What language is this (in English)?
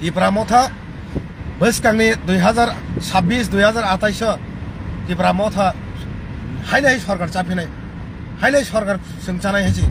Kok Borok